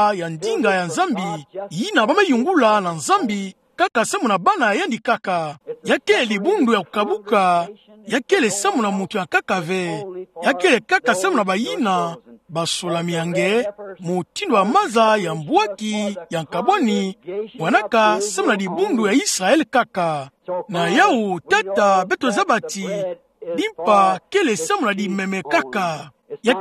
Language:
Kituba (Democratic Republic of Congo)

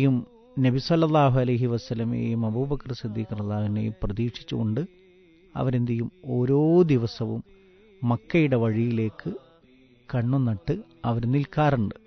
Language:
Malayalam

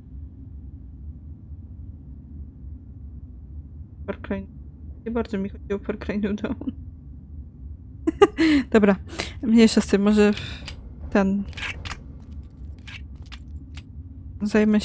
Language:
Polish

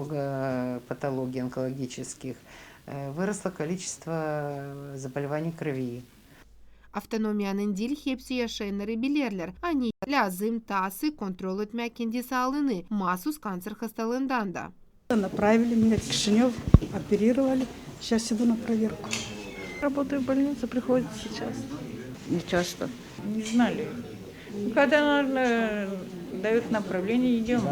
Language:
Gagauz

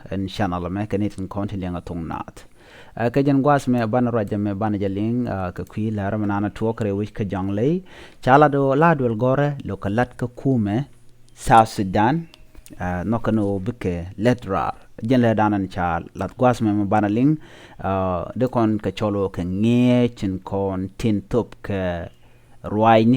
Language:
Nuer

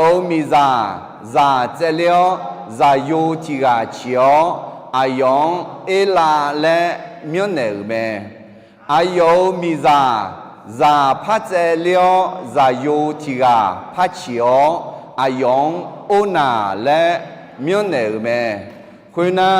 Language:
Akha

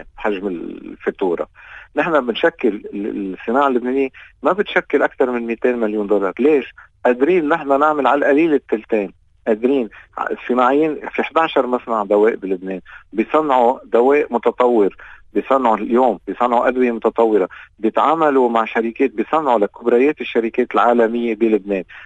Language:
North Levantine Arabic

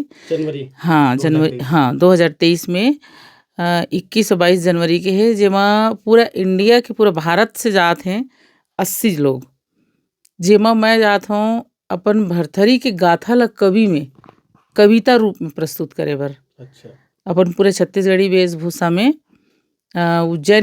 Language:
Chhattisgarhi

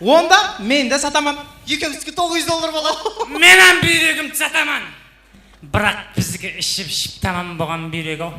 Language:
Kara-Kalpak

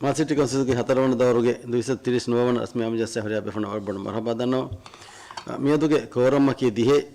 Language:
Divehi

